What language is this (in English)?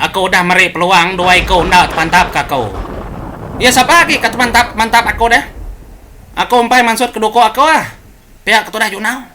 Iban